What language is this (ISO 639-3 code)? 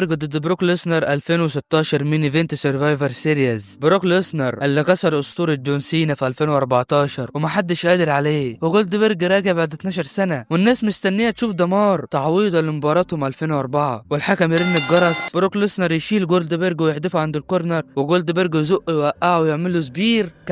arz